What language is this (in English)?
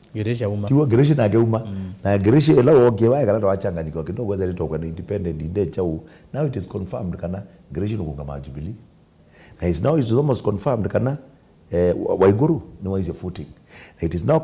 Kamba